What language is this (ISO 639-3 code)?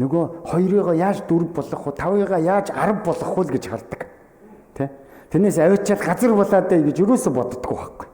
mon